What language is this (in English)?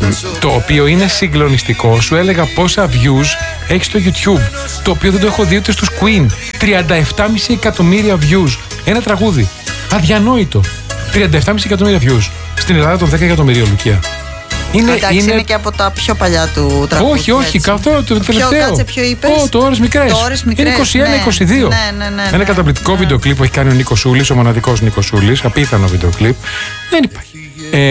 Greek